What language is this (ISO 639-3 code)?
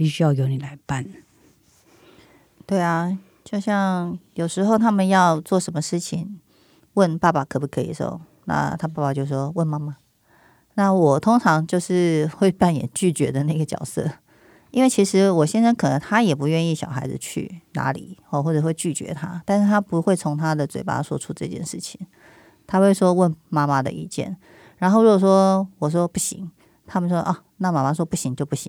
zho